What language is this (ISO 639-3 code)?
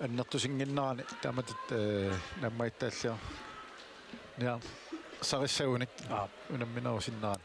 kal